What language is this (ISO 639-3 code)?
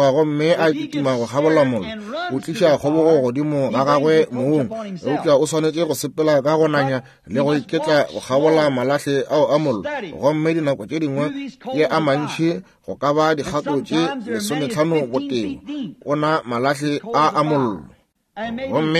nso